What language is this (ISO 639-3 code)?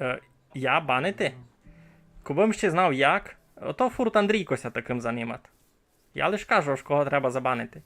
rue